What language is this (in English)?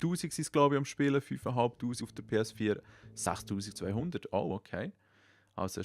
Swiss German